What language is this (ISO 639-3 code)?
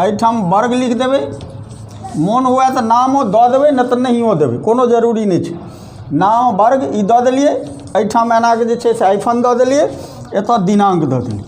mai